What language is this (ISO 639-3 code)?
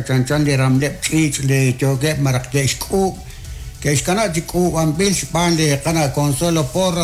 kek